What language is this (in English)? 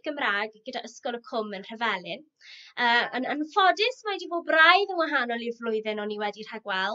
Welsh